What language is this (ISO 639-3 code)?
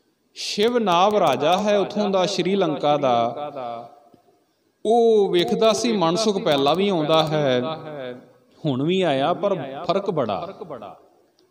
pan